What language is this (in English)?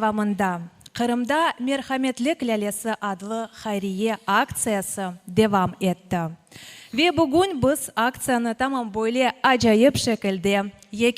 Crimean Tatar